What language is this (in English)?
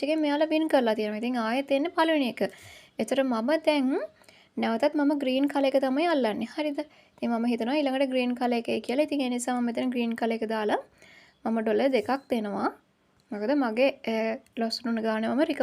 Sinhala